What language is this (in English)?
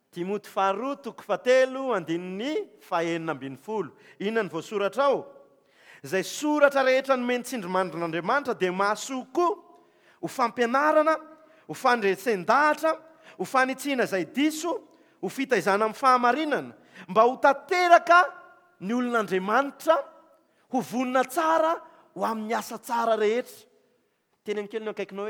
Malagasy